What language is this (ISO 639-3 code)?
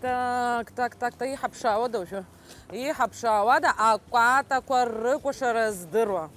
abk